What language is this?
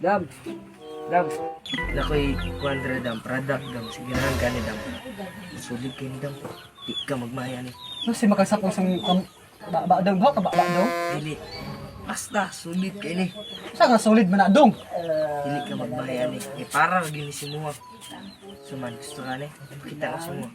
Cebuano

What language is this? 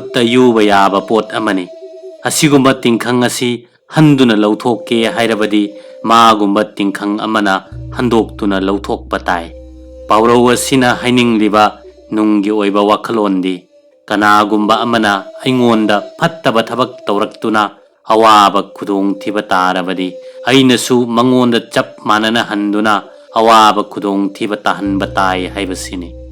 Manipuri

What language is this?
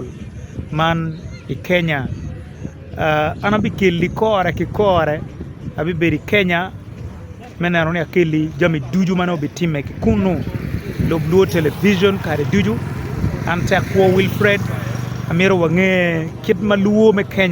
Acoli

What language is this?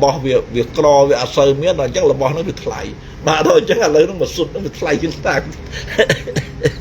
Khmer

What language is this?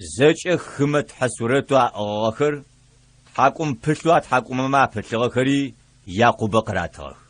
Adyghe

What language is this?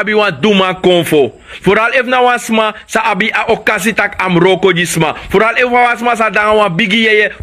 Sranan Tongo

